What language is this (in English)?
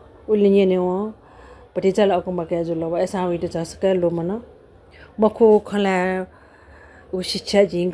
Newari